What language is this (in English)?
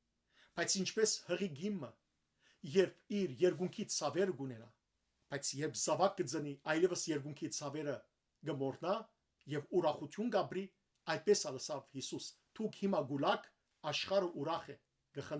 Western Armenian